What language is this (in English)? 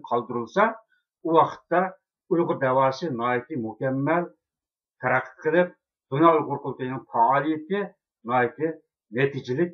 Uyghur